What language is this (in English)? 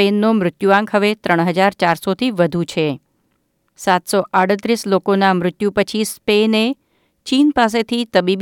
Gujarati